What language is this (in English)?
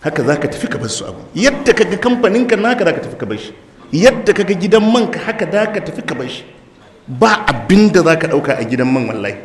Hausa